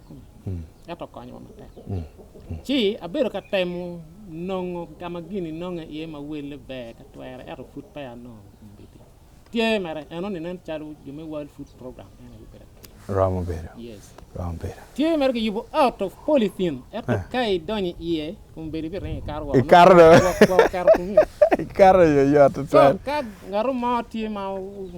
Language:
Acoli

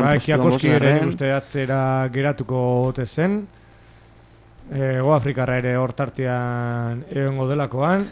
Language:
Basque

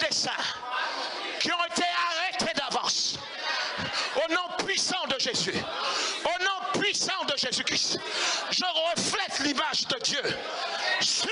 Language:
French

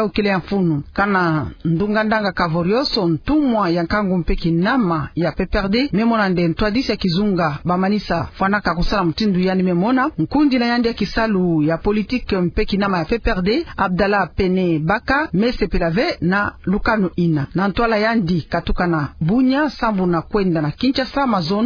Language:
Kituba (Democratic Republic of Congo)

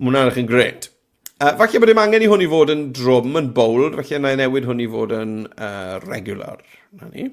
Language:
Welsh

